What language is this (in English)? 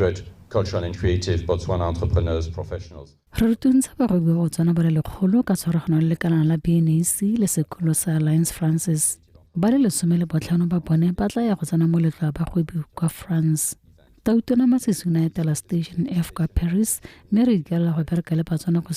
Tswana